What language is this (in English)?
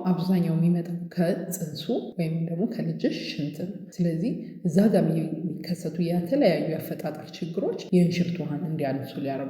Amharic